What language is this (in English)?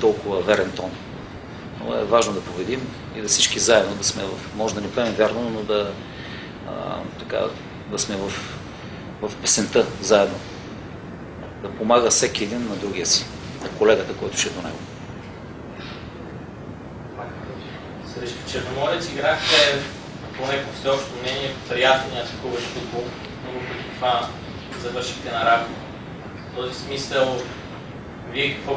Bulgarian